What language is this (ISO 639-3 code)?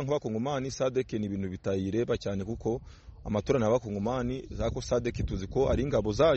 kin